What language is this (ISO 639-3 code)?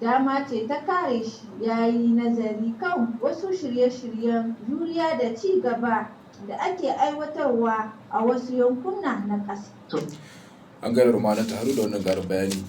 hau